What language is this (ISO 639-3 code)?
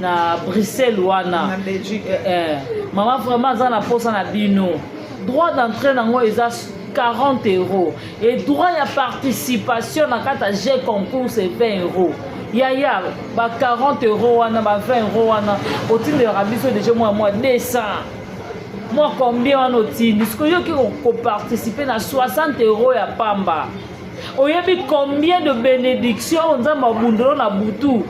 lin